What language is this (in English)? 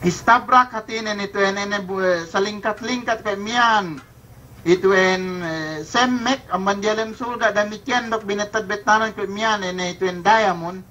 Yakan